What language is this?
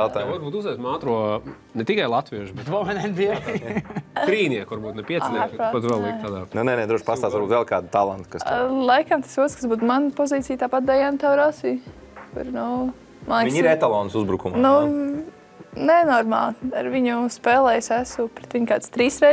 Latvian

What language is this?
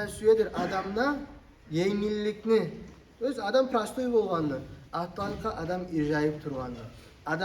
Kumyk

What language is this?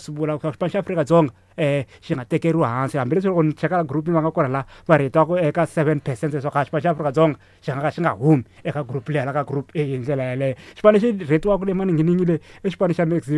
Tsonga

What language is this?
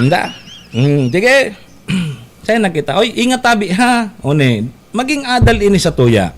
Bikol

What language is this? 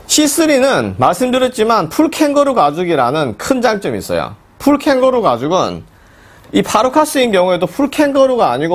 Korean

